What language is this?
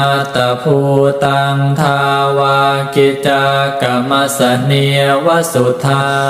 Pali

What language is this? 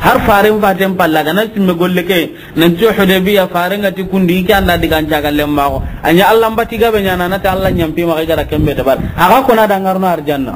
Soninke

